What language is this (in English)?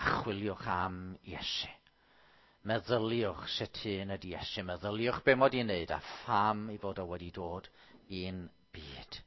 Welsh